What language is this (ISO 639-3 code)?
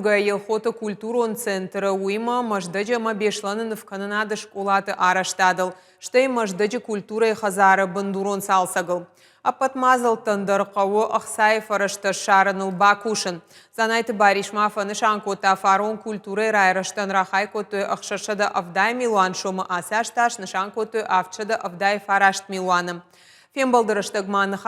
oss